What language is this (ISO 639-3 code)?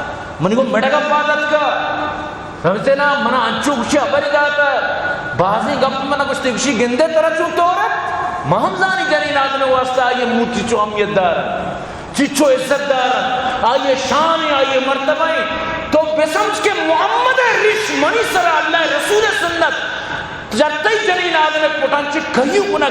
bgp